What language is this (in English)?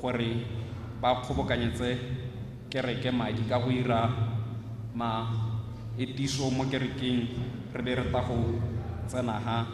Tswana